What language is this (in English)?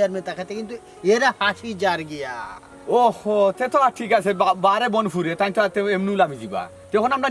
Sylheti